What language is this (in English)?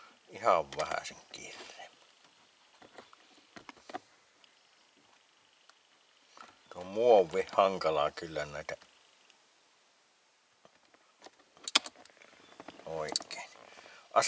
Finnish